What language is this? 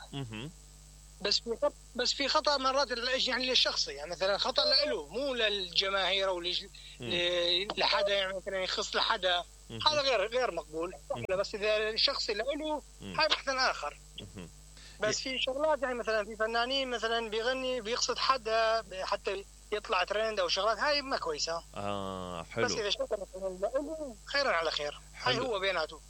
Mesopotamian Arabic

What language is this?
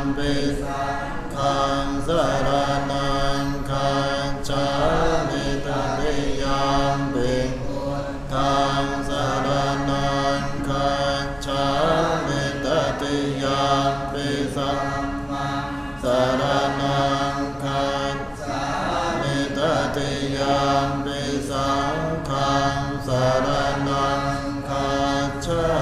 Pali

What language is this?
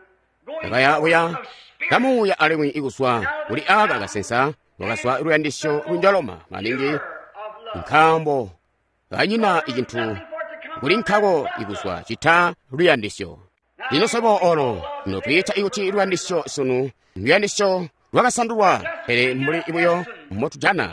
Tonga (Zambia)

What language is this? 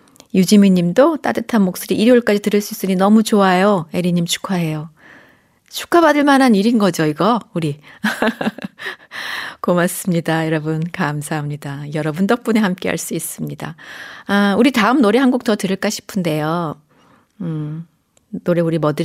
Korean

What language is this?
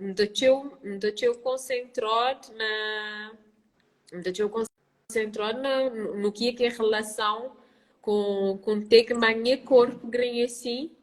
Kabuverdianu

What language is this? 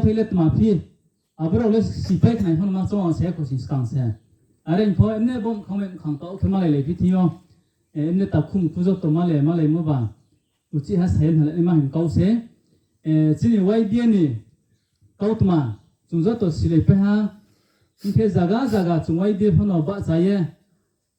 Riang (India)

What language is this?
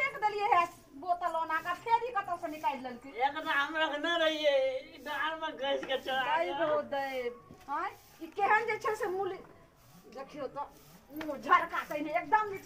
Maithili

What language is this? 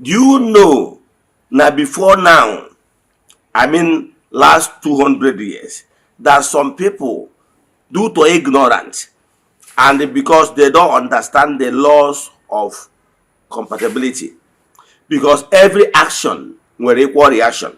Igbo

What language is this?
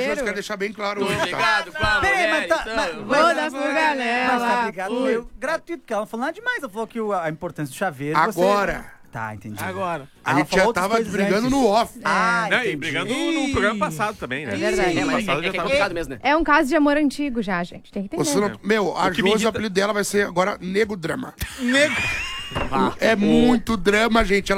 Portuguese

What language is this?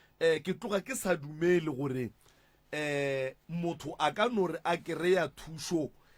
Northern Sotho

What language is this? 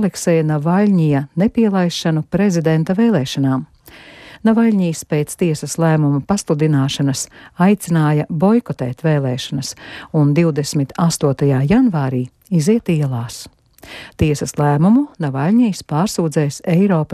Latvian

